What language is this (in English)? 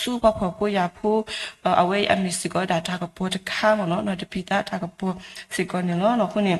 S'gaw Karen